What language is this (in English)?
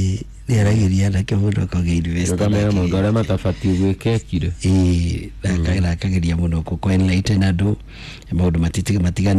Kikuyu